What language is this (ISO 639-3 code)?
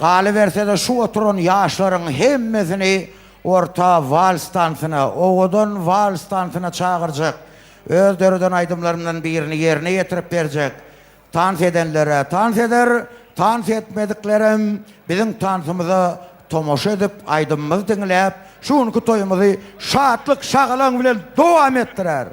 tuk